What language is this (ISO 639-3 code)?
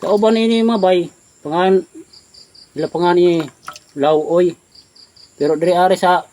ceb